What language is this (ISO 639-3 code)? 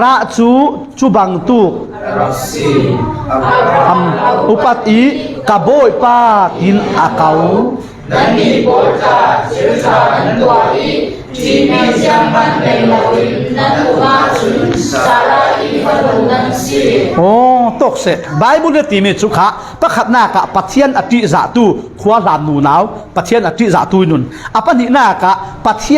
cfm